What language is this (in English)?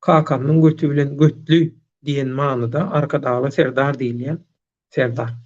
Turkmen